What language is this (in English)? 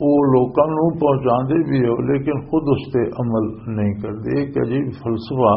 Western Panjabi